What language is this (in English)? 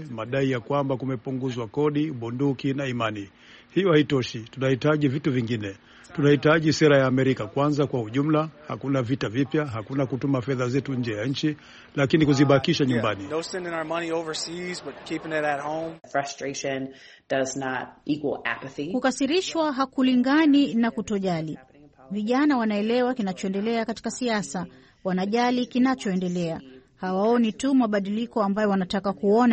Swahili